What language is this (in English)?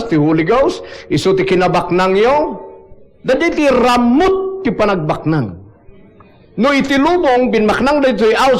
Iloko